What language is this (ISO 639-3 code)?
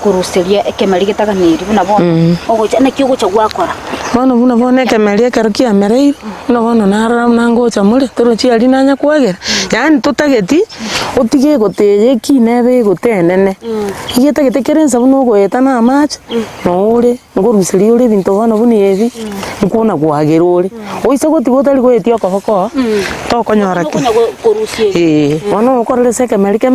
guz